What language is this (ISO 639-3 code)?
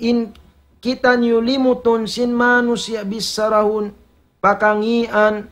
tsg